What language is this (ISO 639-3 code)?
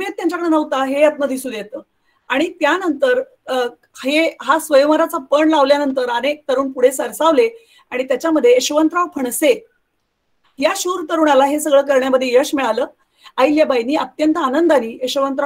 mar